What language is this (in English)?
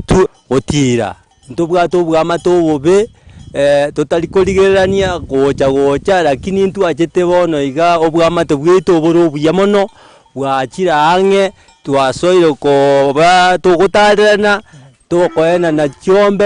Gusii